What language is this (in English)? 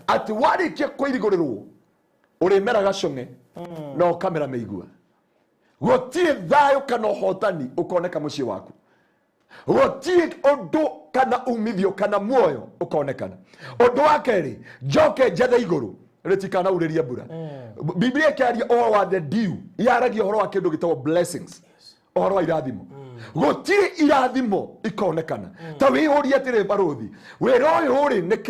Kikuyu